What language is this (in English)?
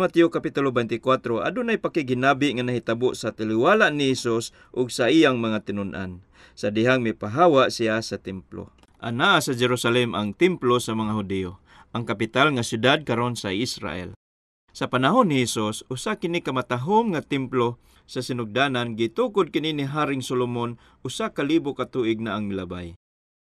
Cebuano